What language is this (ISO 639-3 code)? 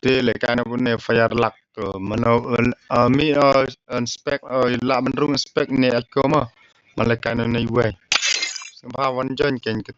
kha